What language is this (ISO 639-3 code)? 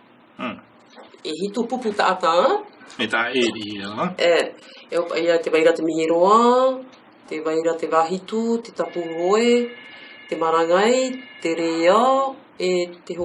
tah